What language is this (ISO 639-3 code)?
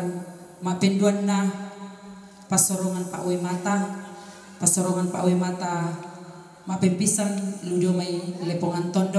sda